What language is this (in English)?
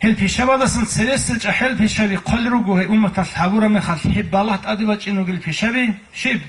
Avaric